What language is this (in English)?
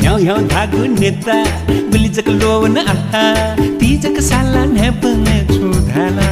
Newari